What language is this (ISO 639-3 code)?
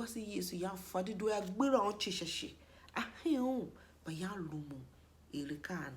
tiv